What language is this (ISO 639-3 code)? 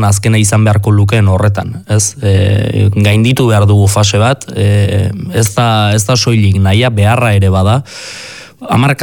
eus